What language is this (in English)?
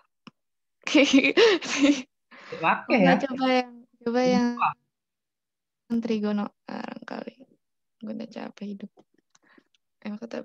Indonesian